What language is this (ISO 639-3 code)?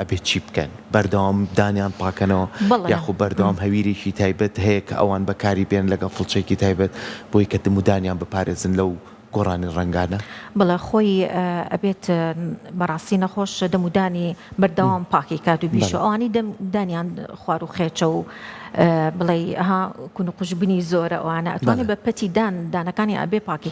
ckb